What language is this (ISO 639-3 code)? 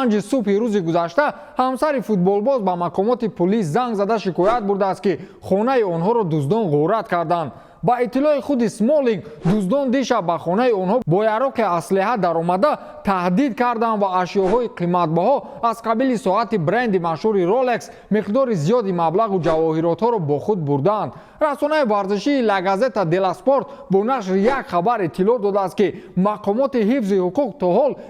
tgk